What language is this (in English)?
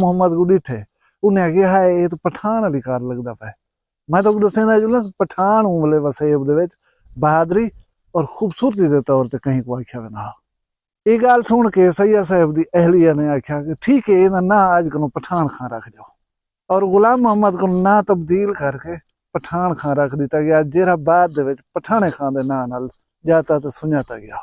Saraiki